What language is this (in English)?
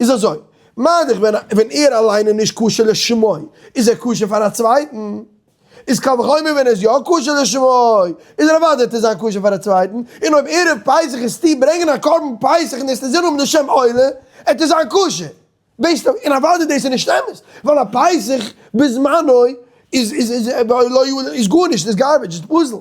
Yiddish